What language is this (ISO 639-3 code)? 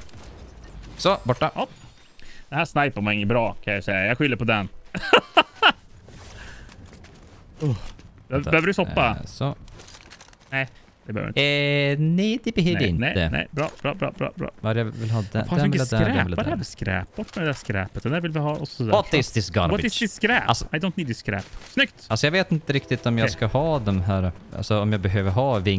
swe